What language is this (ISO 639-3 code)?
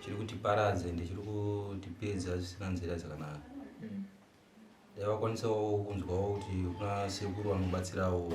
sna